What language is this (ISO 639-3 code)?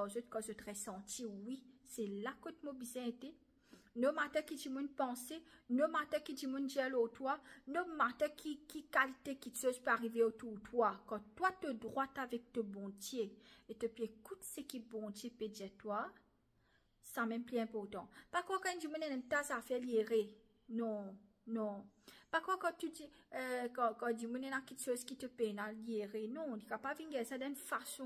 mfe